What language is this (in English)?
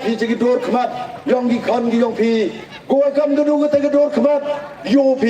Pnar